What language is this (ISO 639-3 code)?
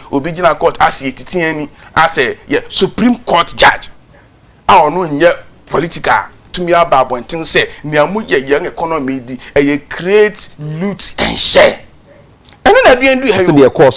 aka